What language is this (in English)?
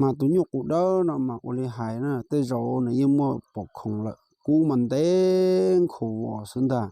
Hmong